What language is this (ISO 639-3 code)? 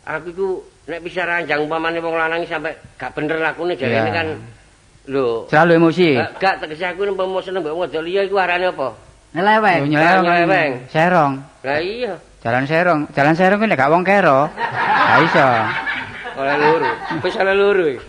jav